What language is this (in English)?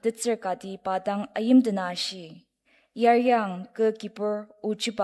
Ao Naga